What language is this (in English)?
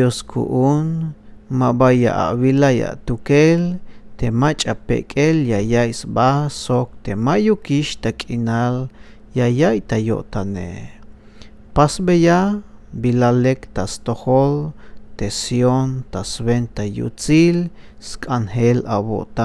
Tzeltal